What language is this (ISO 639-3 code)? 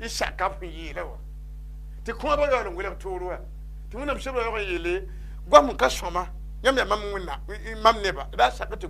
mos